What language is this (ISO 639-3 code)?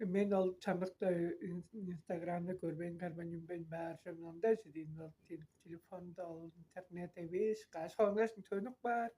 tyv